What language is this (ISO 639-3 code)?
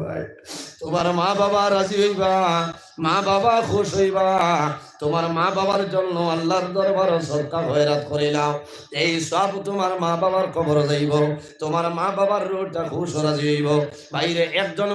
syl